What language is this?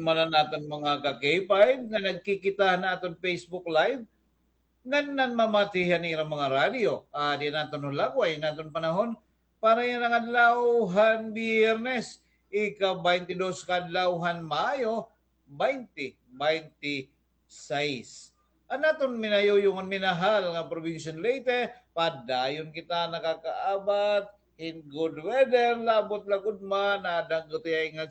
Waray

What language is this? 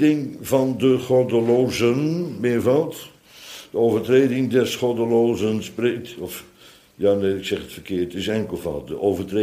Dutch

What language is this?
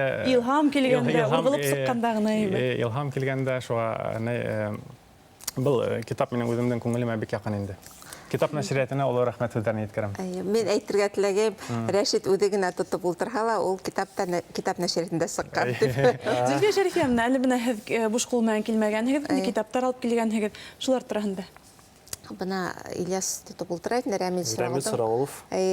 Bashkir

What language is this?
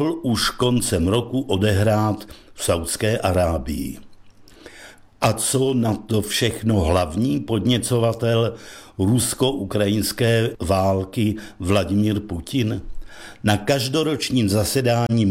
Czech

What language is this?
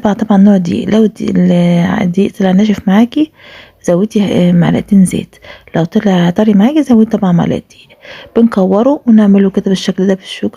Egyptian Arabic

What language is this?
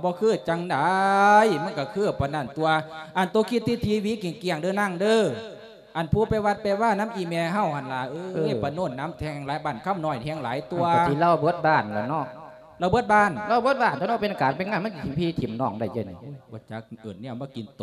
Lao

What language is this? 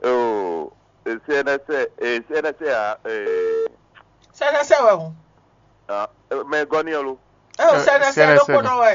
Fon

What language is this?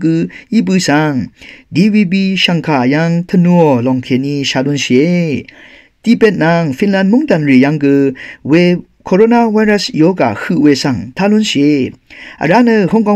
Rawang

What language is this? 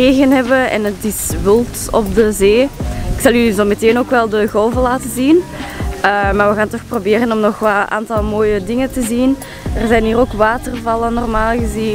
Dutch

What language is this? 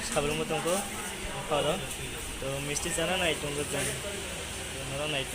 Kok Borok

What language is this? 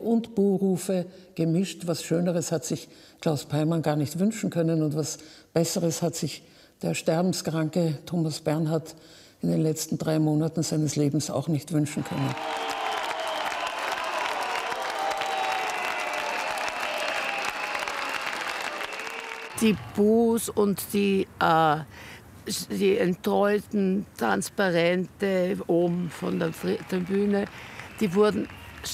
German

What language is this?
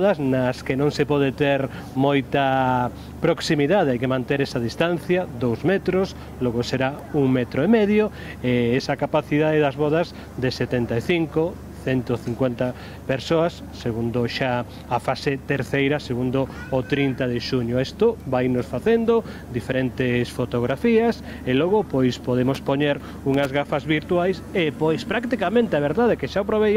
Galician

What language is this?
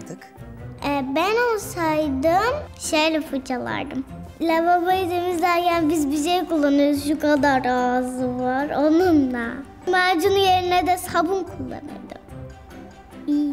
Turkish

